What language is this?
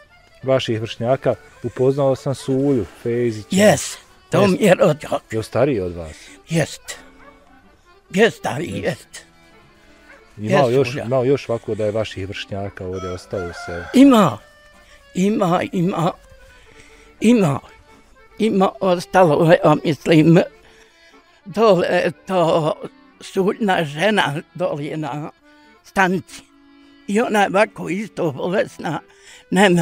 Bosnian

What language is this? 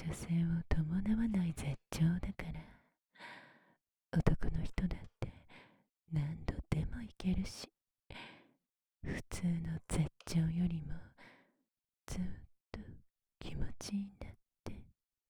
Japanese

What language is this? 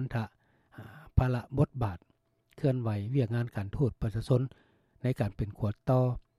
Lao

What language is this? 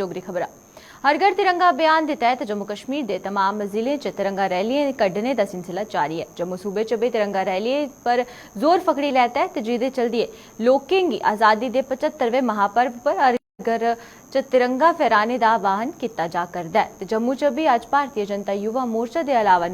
Dogri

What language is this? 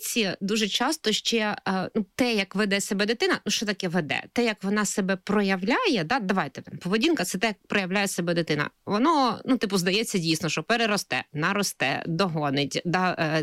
Ukrainian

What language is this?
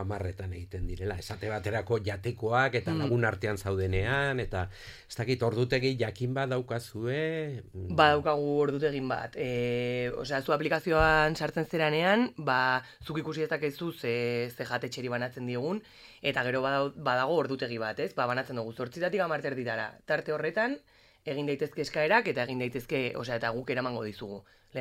Basque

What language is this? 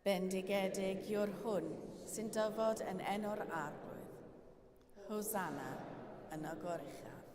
Welsh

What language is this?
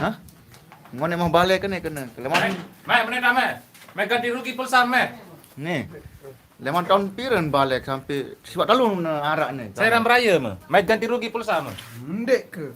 Sasak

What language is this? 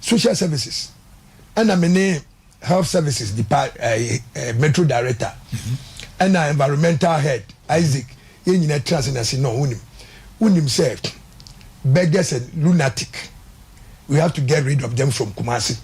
Akan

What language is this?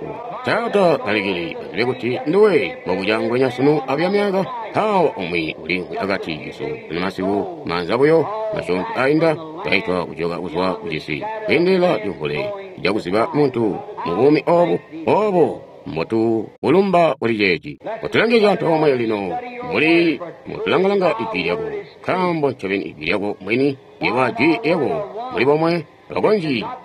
Tonga (Zambia)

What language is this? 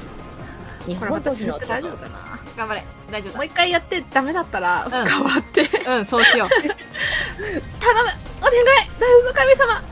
Japanese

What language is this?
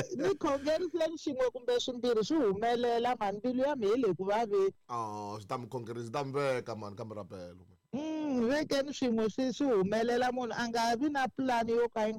Tsonga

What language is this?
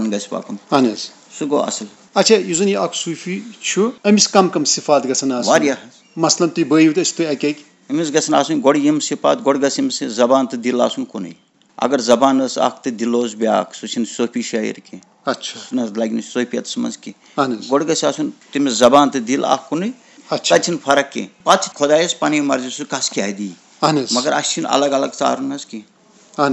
Kashmiri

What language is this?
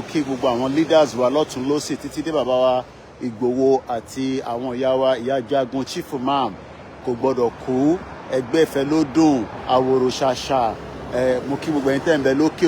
Yoruba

